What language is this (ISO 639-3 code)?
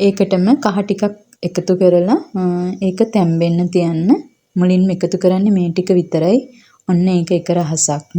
sin